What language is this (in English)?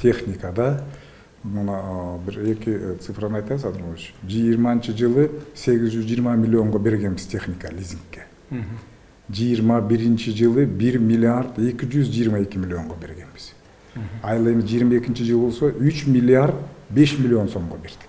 Kyrgyz